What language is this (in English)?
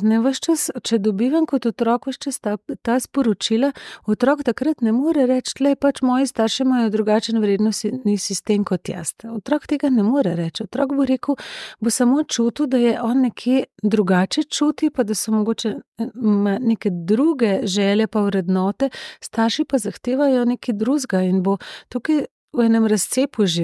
Slovenian